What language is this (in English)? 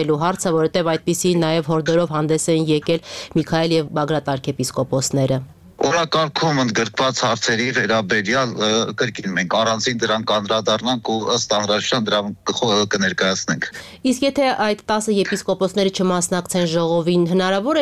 Armenian